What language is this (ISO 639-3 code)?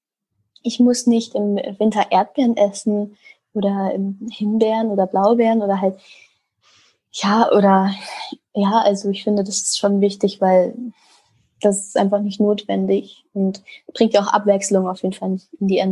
deu